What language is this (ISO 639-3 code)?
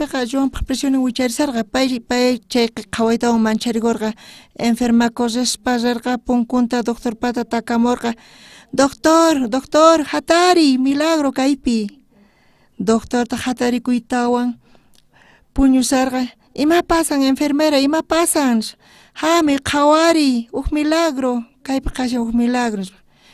quh